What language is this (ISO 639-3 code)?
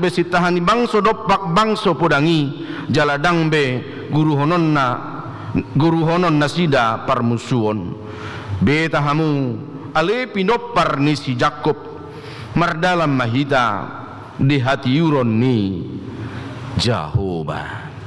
bbc